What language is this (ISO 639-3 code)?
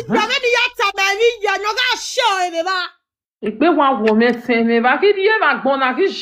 pcm